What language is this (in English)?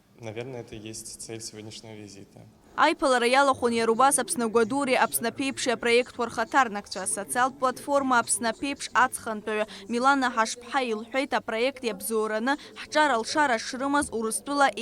Abkhazian